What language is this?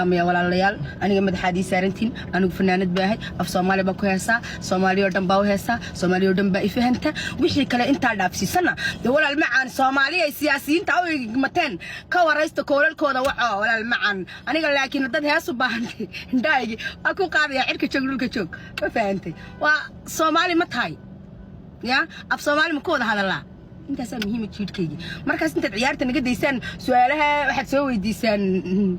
Somali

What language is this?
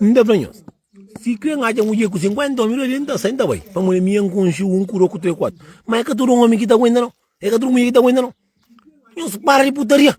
Kabuverdianu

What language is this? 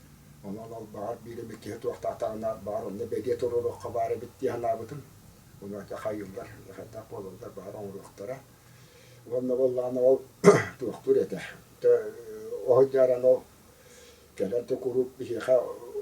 Yakut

